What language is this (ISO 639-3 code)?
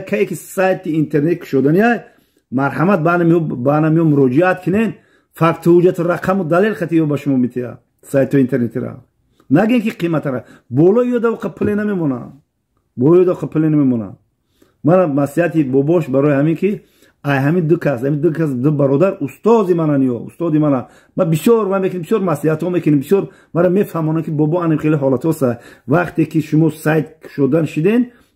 tgk